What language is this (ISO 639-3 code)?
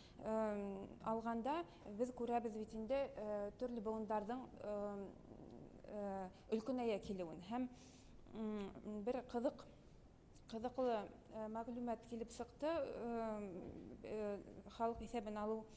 bak